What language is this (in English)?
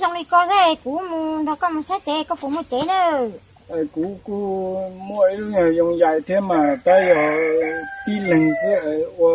Hmong